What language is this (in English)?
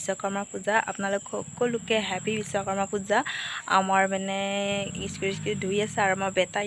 Assamese